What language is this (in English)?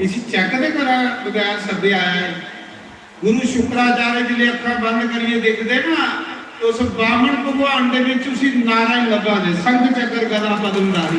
Dogri